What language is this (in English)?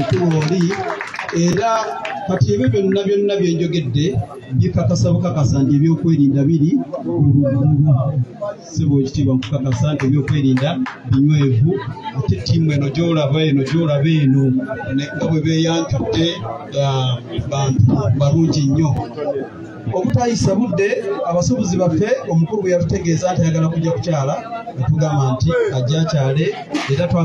Ganda